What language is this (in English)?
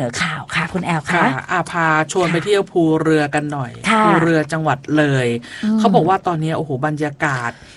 Thai